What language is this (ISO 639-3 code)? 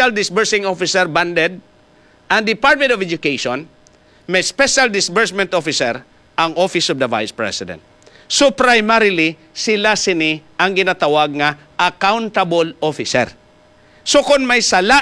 hil